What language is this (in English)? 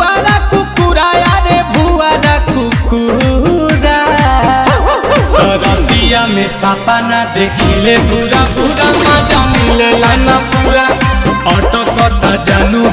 Bhojpuri